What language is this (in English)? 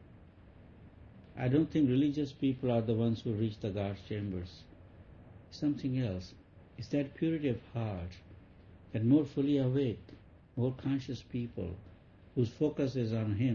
English